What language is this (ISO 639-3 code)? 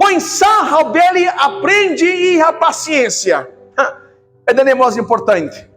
tet